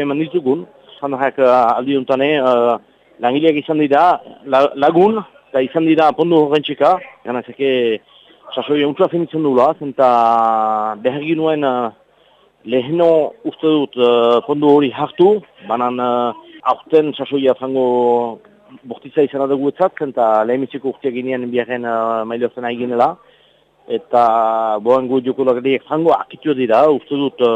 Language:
Basque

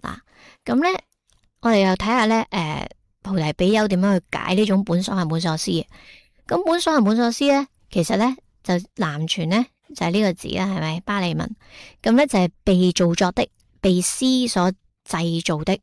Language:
Cantonese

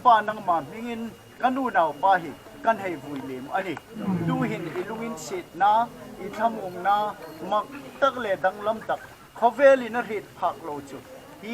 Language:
Hmar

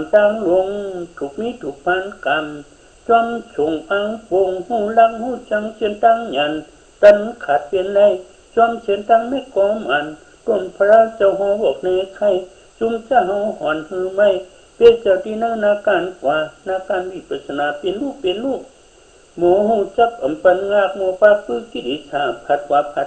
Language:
Shan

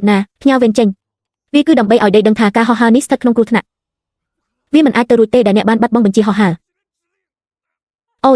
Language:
Khmer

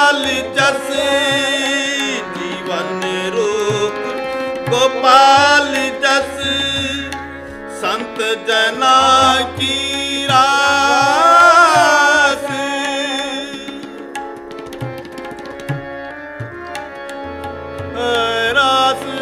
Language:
Hindi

